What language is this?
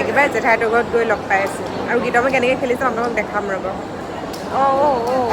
Assamese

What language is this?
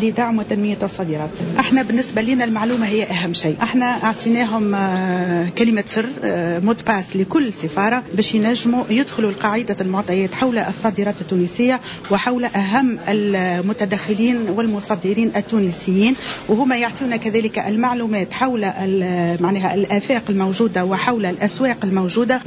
Tunisian Arabic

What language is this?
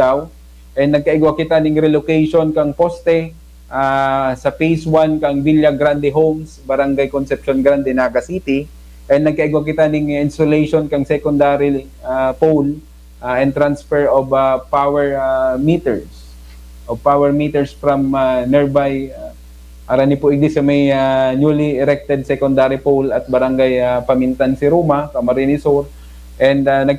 Bikol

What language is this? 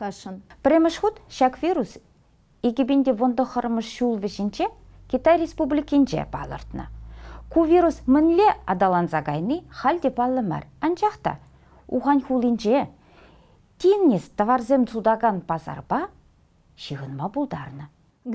Chuvash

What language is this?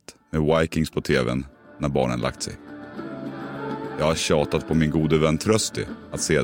Swedish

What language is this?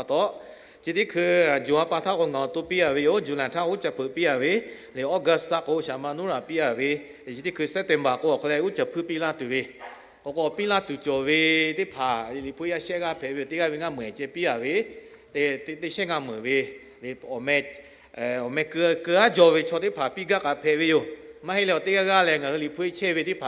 Lahu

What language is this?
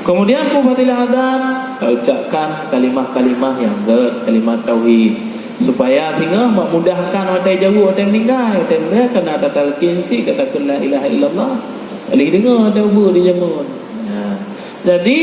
Achinese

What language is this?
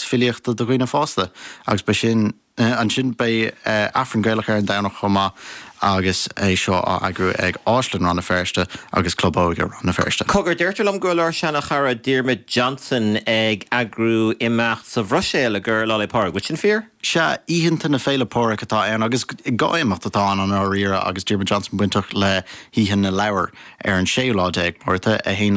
Irish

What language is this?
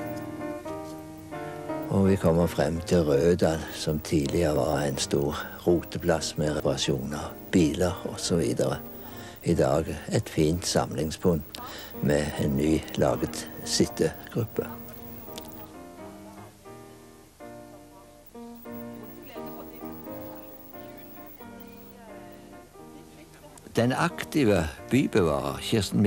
Norwegian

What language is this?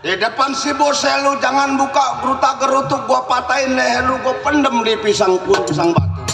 Betawi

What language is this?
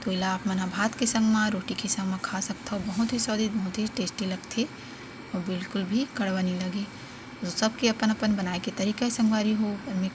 Chhattisgarhi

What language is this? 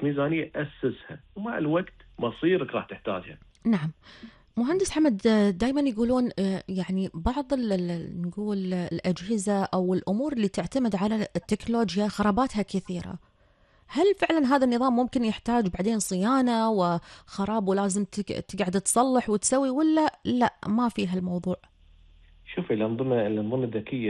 Gulf Arabic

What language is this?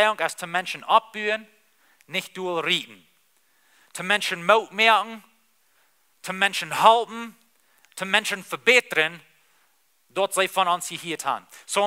Plautdietsch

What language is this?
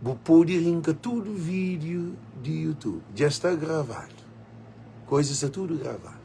Kabuverdianu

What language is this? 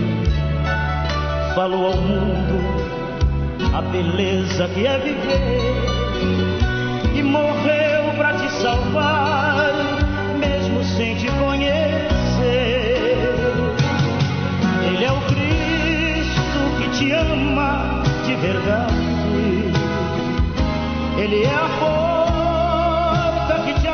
Portuguese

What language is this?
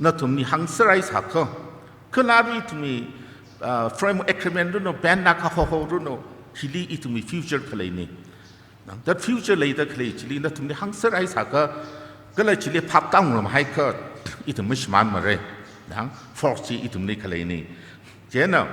Tangkhul Naga (India)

